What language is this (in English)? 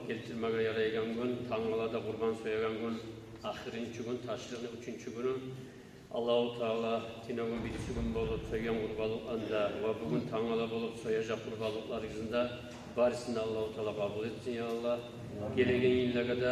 Kumyk